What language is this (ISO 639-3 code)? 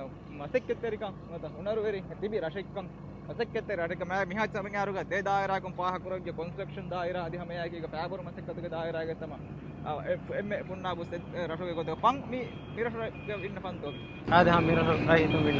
div